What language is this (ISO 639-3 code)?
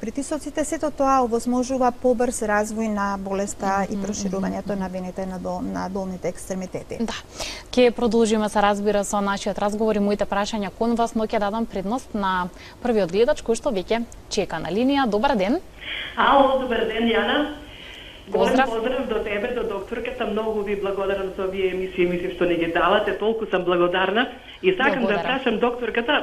mkd